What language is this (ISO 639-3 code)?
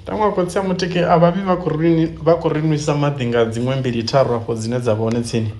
ven